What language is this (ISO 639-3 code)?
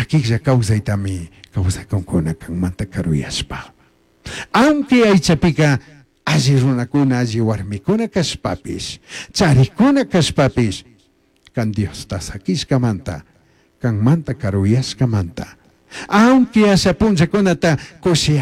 qug